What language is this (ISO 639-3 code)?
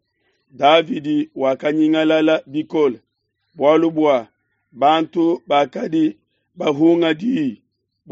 lua